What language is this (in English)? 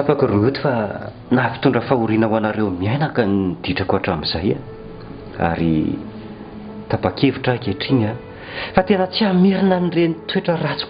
Malagasy